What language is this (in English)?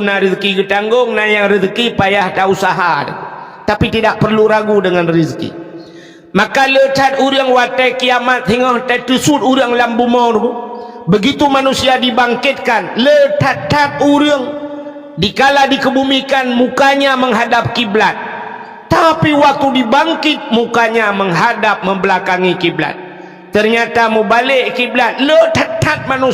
Achinese